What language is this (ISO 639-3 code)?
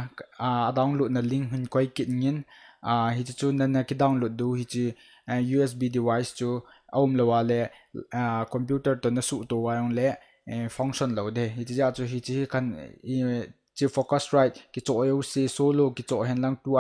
tcz